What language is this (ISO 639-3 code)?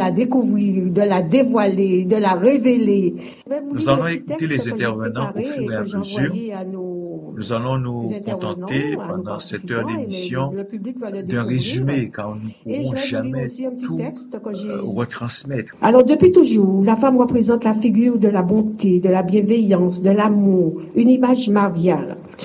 fra